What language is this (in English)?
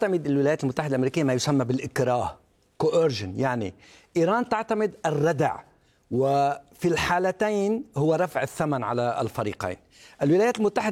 Arabic